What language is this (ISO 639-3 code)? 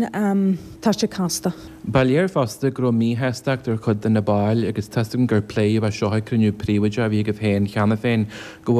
gle